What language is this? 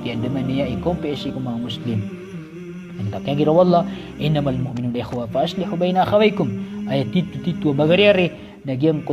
Maranao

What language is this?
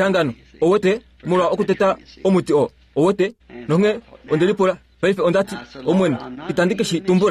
Kuanyama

